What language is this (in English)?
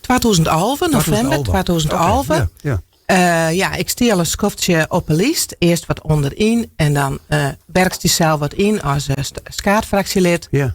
Western Frisian